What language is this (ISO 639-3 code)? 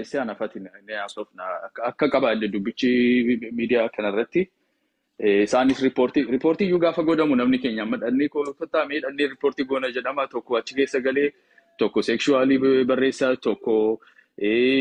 orm